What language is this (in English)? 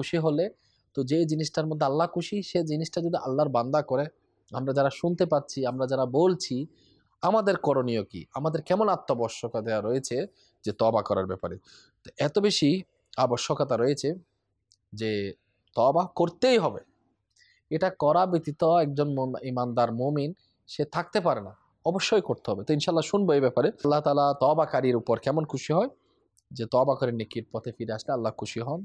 Bangla